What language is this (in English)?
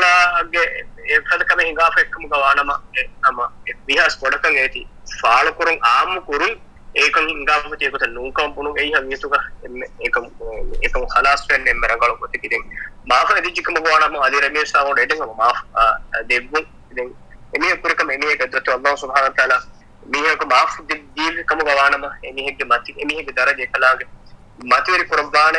Divehi